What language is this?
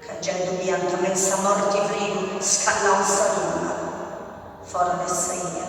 Sardinian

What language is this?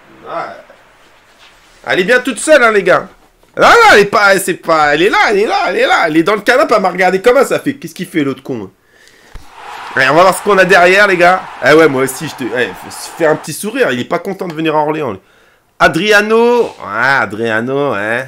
French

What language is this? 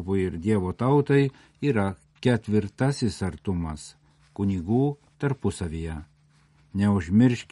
Lithuanian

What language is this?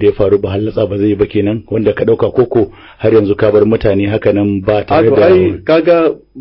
Hausa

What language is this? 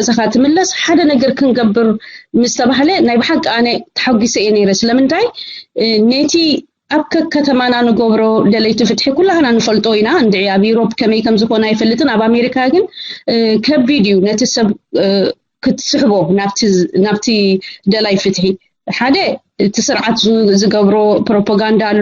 Tigrinya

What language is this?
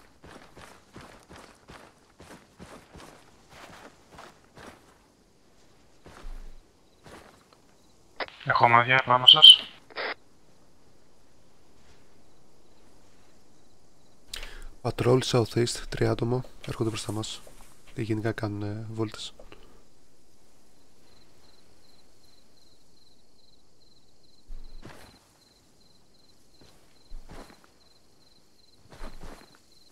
Greek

